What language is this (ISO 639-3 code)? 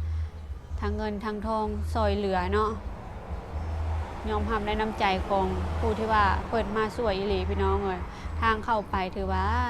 lao